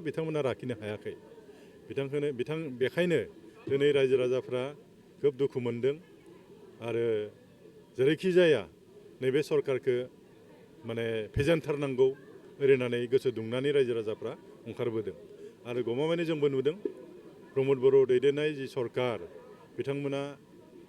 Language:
Bodo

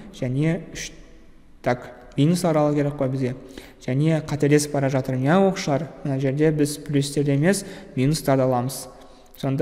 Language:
Kazakh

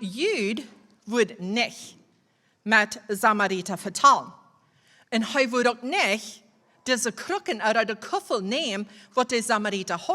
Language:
Plautdietsch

